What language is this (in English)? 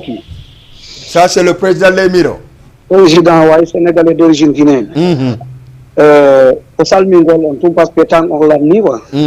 Fula